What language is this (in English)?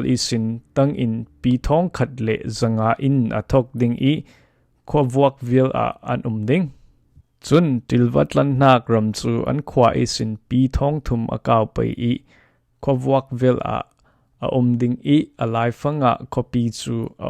Falam Chin